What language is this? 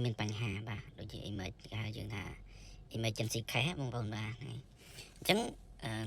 Khmer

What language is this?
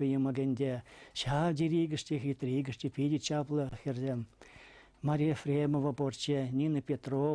Chuvash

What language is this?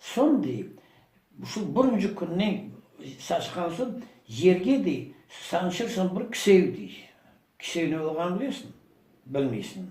Crimean Tatar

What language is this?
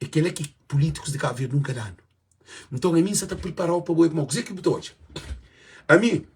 Kabuverdianu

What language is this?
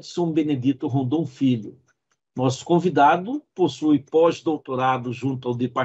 Portuguese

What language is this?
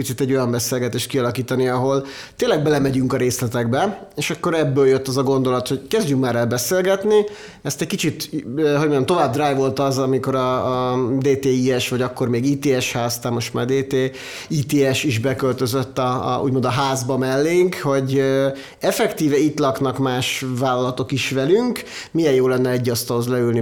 Hungarian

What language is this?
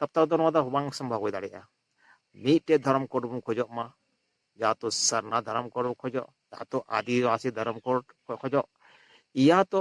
Santali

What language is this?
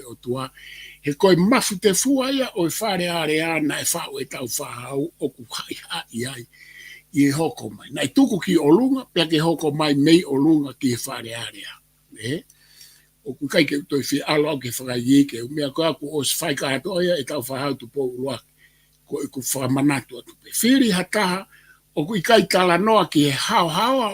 Tongan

